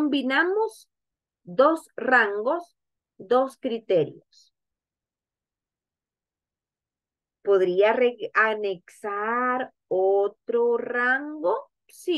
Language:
Spanish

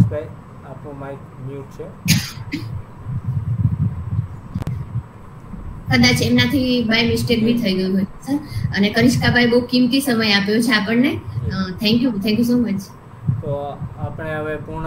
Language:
Gujarati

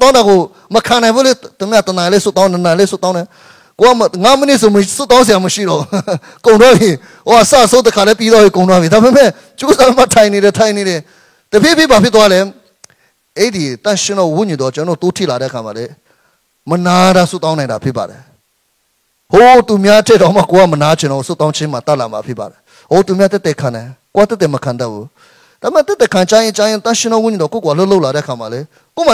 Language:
Burmese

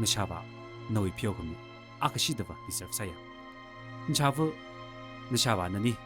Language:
Tangkhul Naga (India)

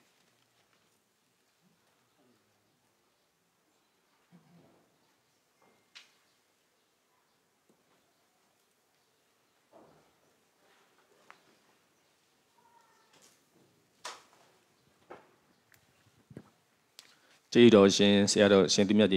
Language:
Burmese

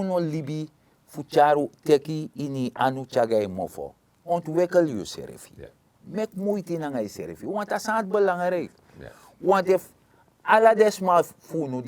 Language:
Sranan Tongo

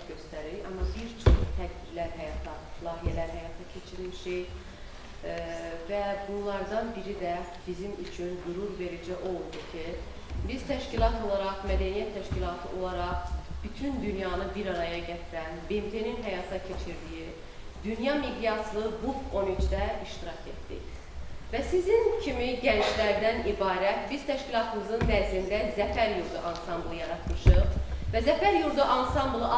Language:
Azerbaijani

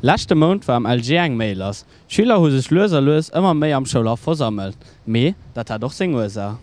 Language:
Luxembourgish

